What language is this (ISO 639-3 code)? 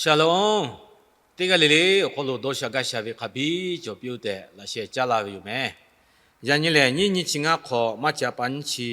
lhu